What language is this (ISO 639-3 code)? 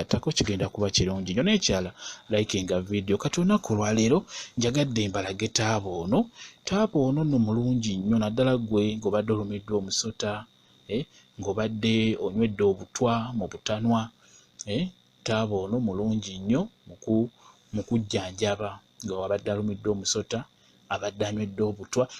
lug